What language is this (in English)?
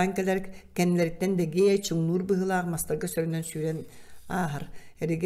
Yakut